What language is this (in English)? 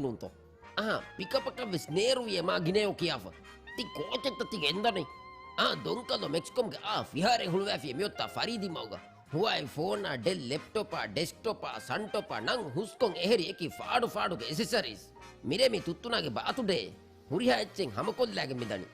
Divehi